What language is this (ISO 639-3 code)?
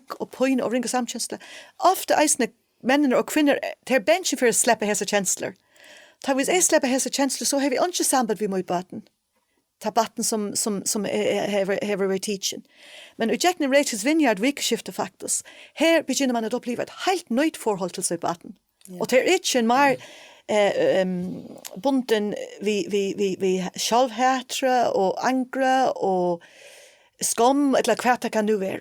fao